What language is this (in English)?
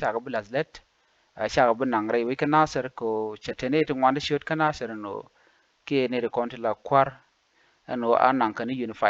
Nuer